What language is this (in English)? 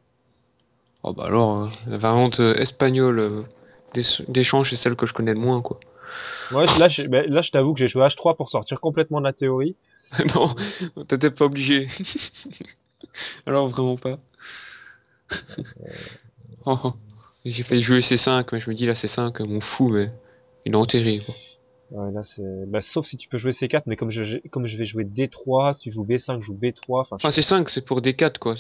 French